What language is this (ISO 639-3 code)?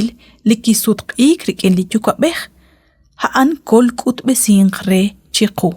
kek